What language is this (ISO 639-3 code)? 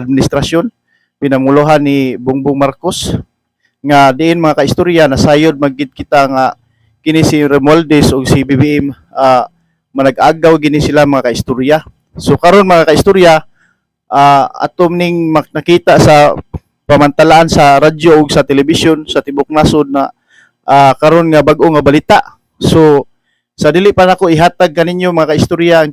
ceb